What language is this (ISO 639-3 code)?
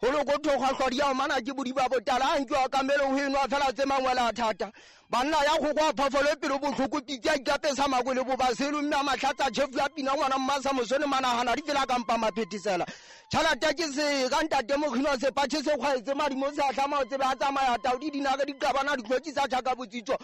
sot